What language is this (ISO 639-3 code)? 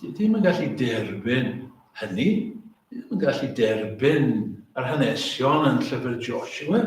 cym